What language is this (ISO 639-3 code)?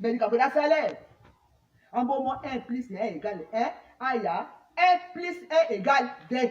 tll